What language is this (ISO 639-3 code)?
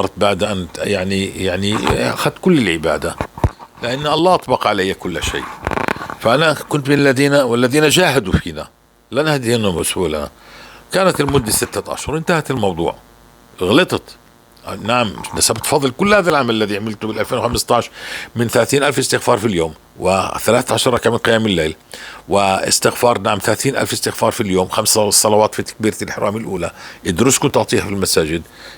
apc